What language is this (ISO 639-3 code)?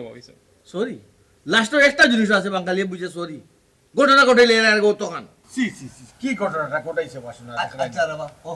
syl